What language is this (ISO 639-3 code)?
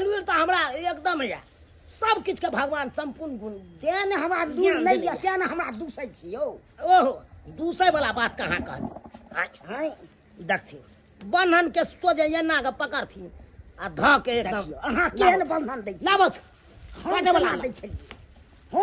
mai